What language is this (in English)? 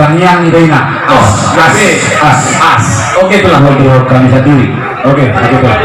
Batak Toba